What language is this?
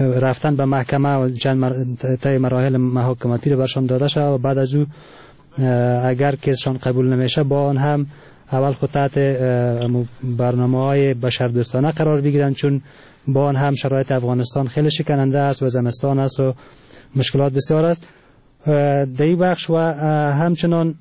Persian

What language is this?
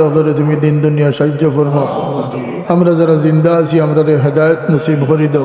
Sylheti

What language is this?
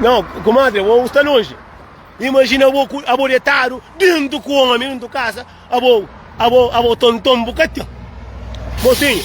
Kabuverdianu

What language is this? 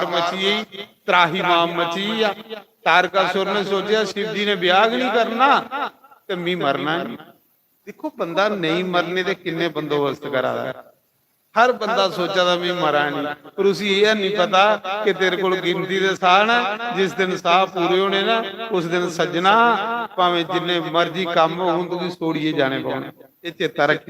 Dogri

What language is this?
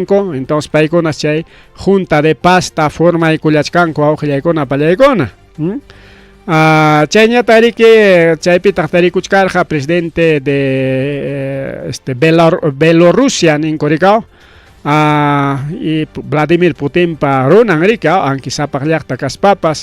Ayacucho Quechua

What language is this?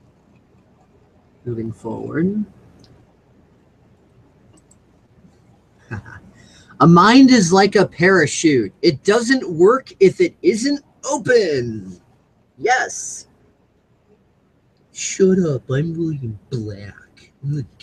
English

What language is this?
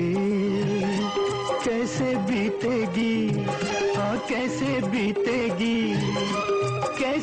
Hindi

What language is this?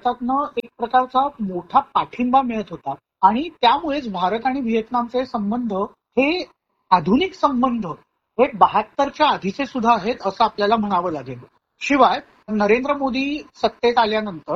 Marathi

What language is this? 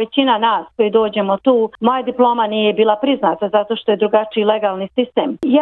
Bosnian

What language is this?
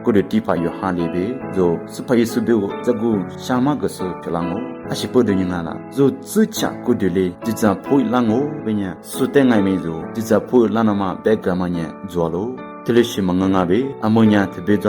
Lisu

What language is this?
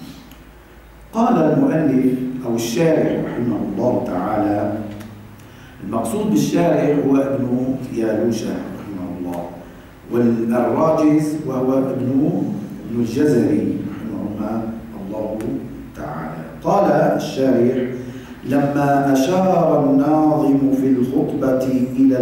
Arabic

